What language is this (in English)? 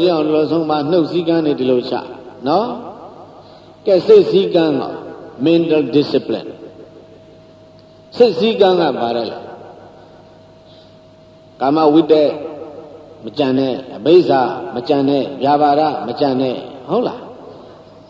Burmese